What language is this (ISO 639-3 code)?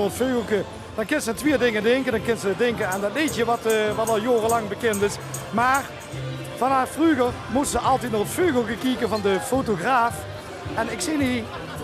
lim